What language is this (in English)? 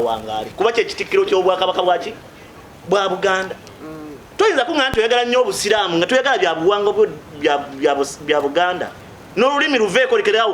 Ganda